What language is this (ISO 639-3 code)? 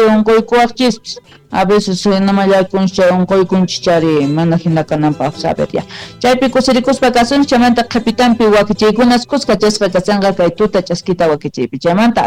quh